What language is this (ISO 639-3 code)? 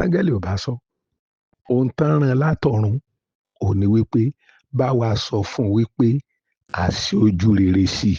yor